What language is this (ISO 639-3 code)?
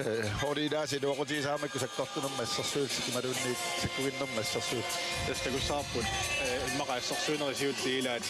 kal